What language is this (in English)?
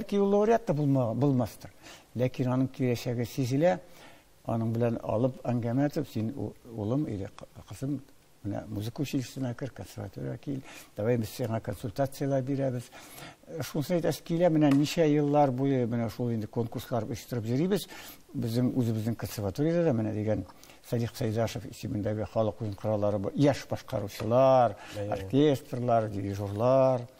Tatar